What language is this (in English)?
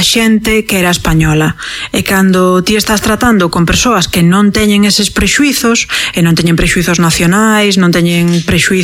Galician